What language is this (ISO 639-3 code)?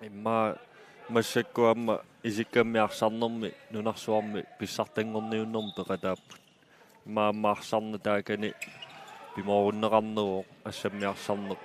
kal